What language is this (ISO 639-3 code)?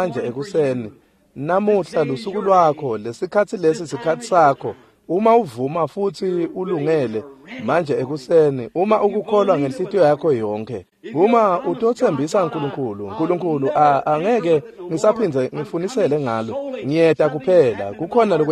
ssw